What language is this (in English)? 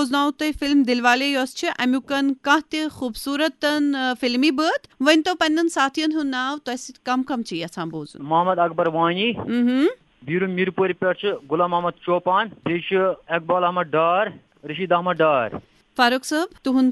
Kashmiri